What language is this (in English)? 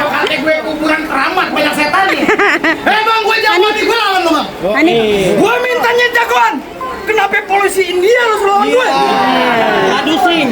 Betawi